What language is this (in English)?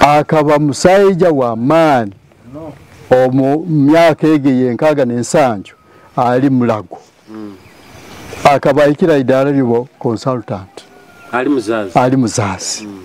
Nyoro